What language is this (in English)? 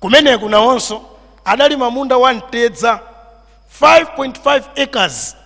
Nyanja